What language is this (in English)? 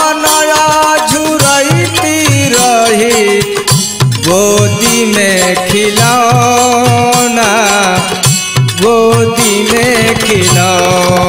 Bhojpuri